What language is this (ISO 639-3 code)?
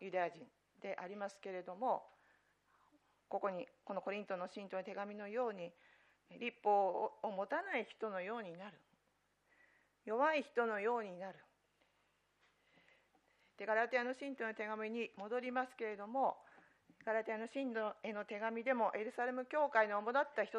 jpn